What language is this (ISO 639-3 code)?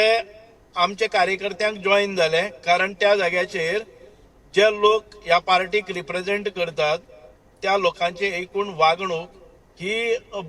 kok